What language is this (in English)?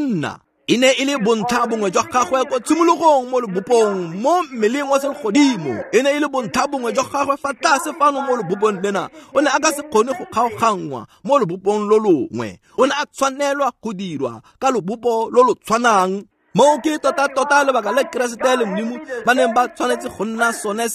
Tswana